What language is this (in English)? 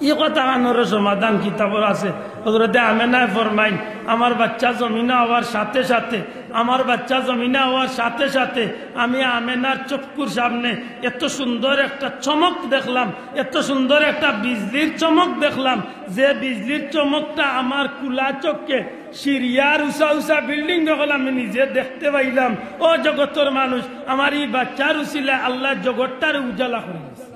Sylheti